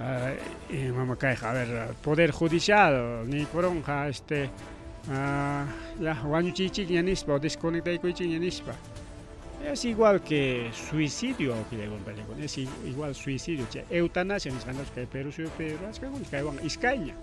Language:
Ayacucho Quechua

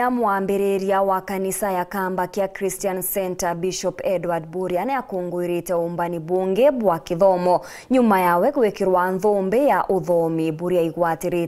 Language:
Meru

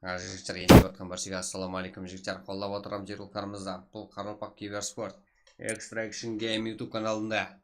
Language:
Kara-Kalpak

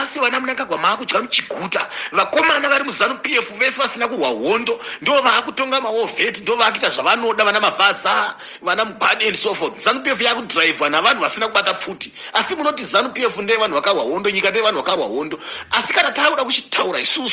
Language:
Shona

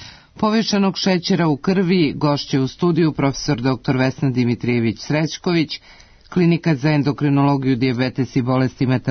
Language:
Serbian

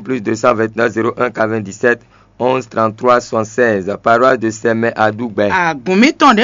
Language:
Fon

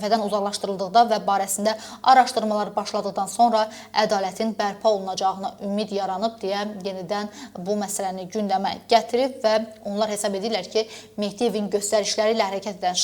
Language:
Azerbaijani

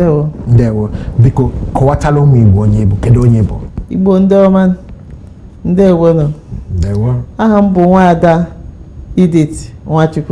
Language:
Igbo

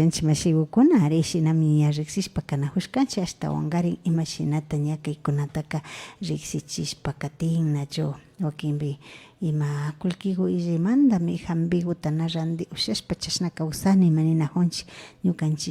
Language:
Imbabura Highland Quichua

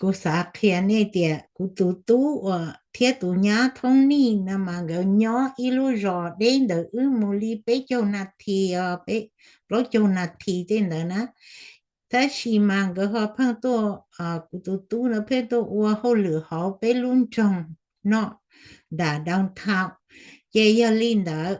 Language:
Hmong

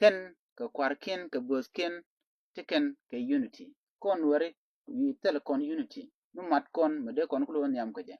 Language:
Nuer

